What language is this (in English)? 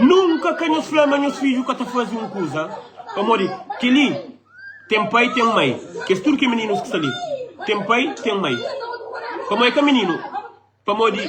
Kabuverdianu